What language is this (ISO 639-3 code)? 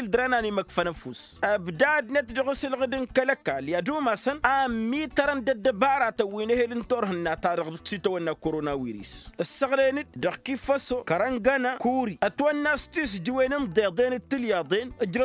taq